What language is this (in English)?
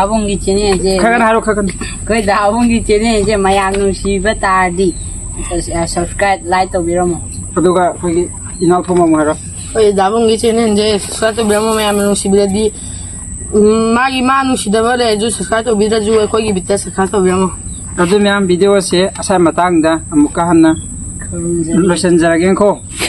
Manipuri